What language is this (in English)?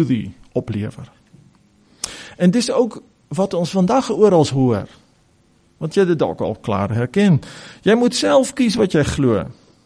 Afrikaans